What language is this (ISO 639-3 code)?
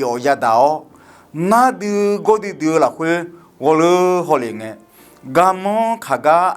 ahk